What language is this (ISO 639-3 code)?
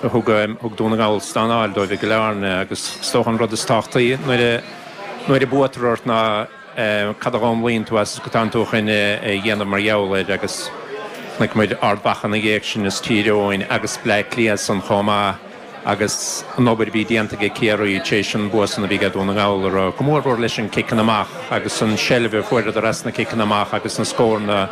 gle